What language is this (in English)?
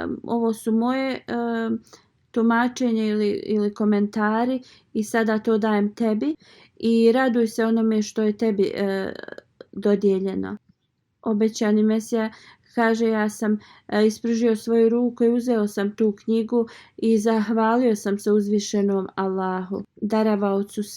Bosnian